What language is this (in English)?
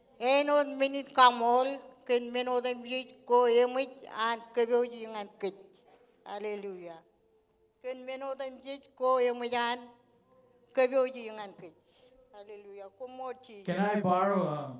Marshallese